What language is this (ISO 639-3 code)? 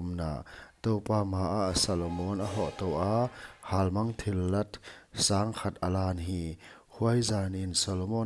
pck